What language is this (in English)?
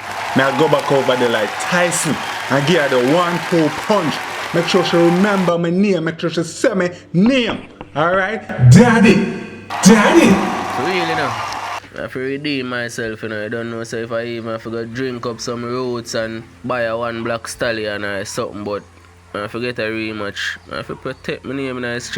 Jamaican Creole English